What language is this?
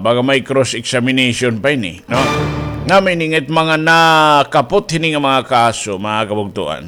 Waray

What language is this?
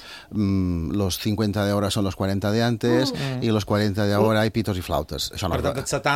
Catalan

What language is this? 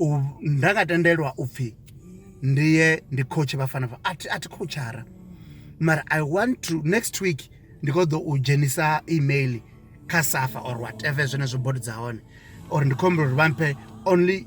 Venda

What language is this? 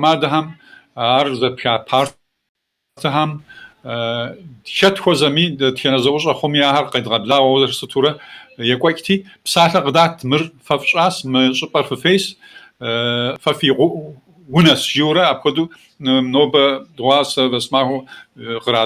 Kabardian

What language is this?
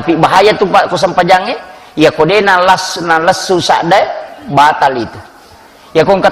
Buginese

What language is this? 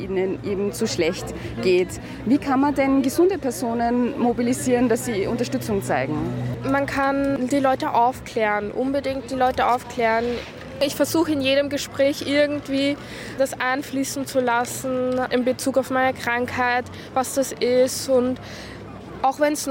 German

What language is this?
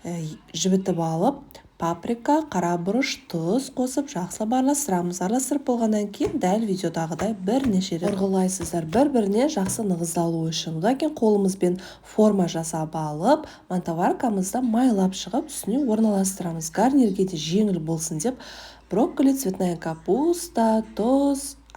Kazakh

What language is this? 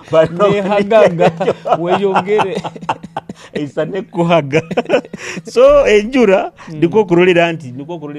Nyoro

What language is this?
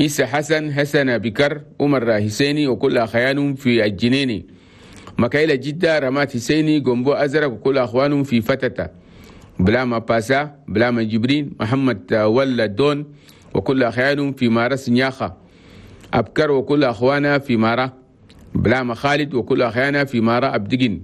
Chadian Arabic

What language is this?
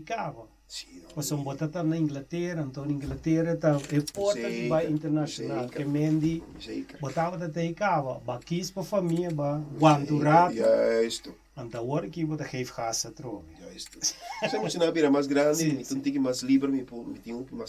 Papiamento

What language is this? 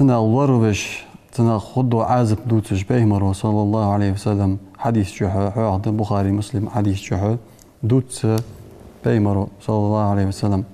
Ingush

